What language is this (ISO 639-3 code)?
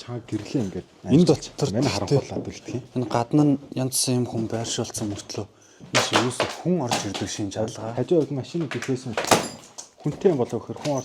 mon